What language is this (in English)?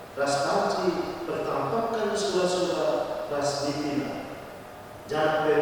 Batak Karo